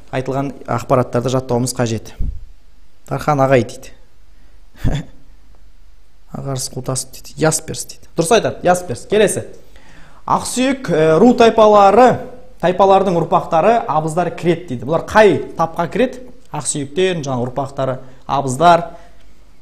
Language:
Kazakh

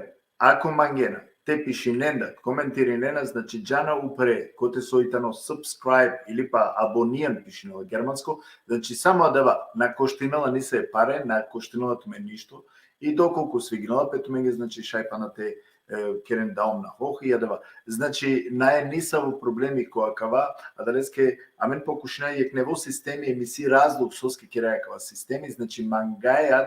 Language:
Balkan Romani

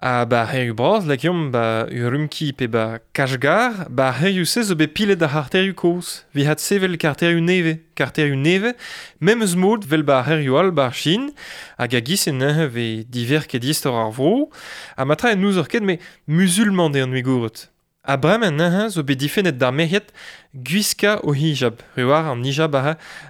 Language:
Breton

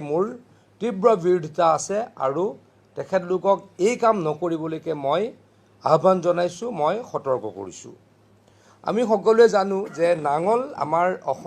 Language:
Assamese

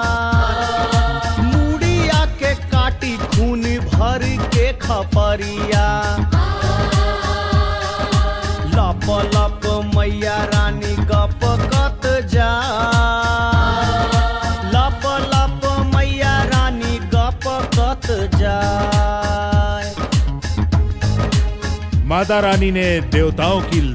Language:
Bhojpuri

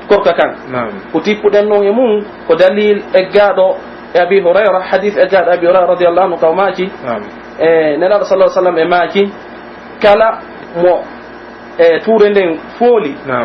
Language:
Pular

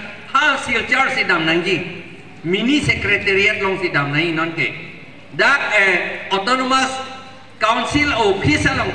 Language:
Karbi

